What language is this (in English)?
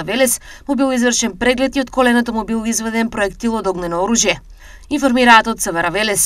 Macedonian